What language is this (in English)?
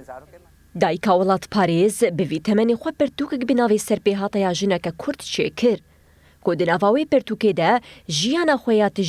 Kurdish